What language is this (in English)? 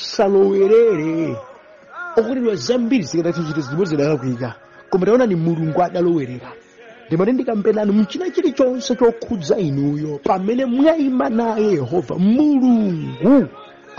Nyanja